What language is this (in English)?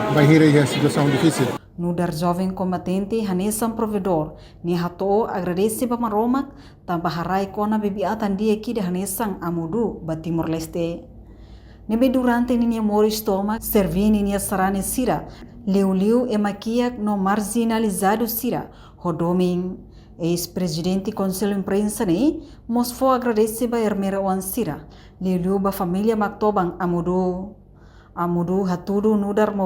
Tetum